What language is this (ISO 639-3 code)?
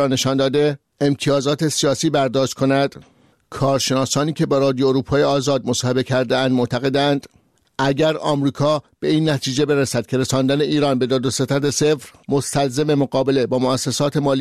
fas